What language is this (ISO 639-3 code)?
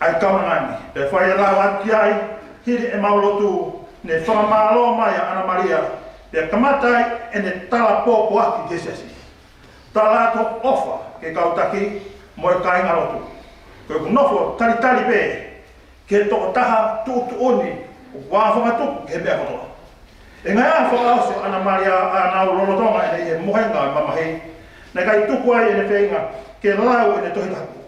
ton